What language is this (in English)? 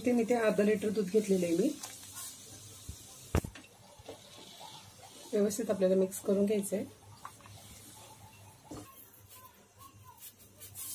Marathi